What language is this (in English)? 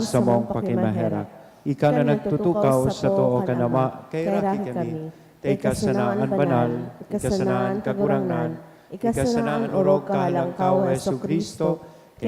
Bikol